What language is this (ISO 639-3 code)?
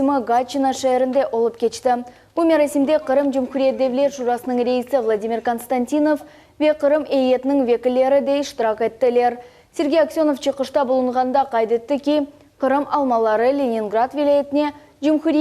crh